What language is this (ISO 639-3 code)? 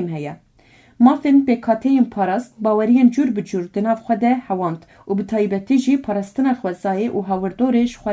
kur